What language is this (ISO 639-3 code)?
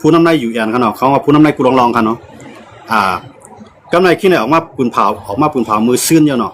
shn